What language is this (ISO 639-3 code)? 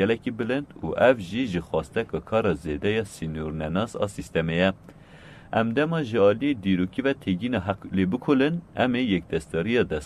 kur